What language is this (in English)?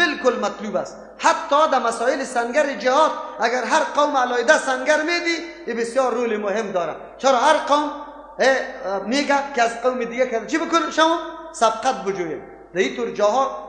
Persian